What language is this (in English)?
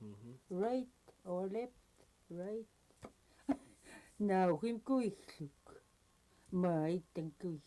Central Yupik